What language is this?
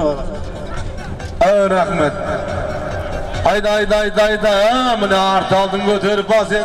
Kazakh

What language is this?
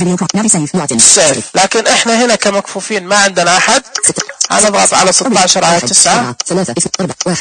Najdi Arabic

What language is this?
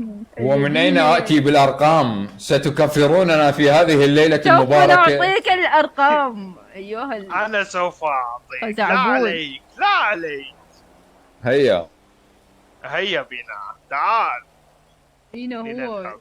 Mesopotamian Arabic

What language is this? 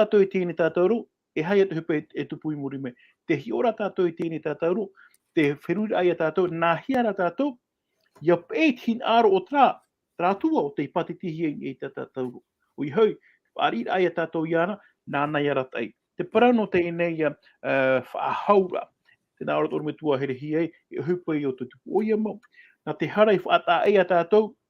Tahitian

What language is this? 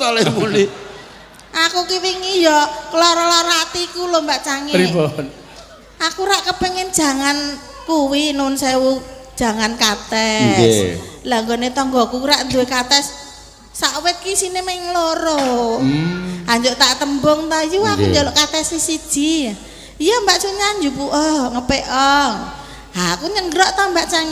Javanese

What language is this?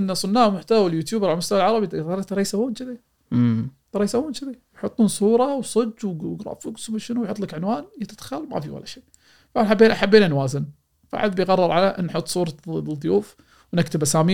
Gulf Arabic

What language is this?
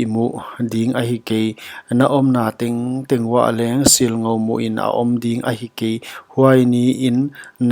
Paite Chin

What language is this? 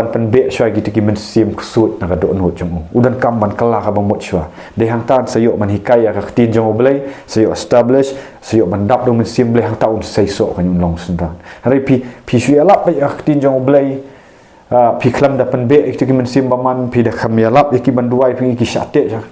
Khasi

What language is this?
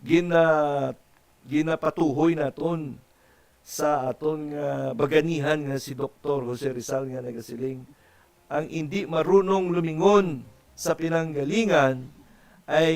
Hiligaynon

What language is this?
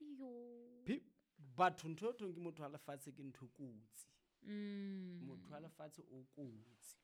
Southern Sotho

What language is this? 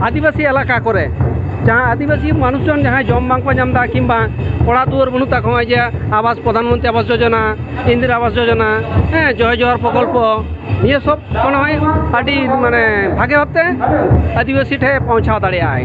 Santali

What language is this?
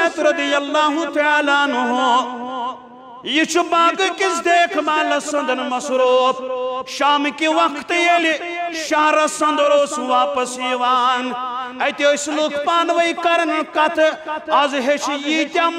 Kashmiri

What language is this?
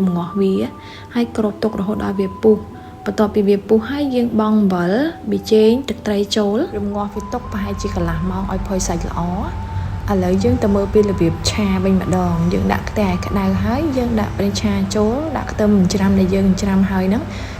Khmer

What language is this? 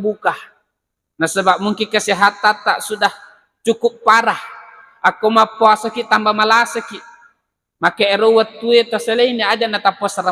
Buginese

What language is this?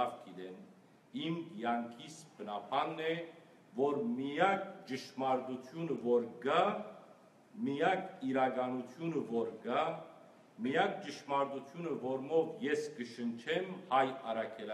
Western Armenian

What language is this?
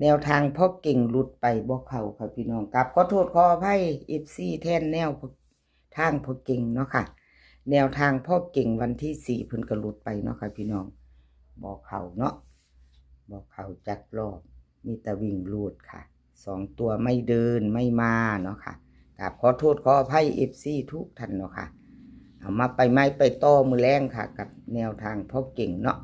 Northeastern Thai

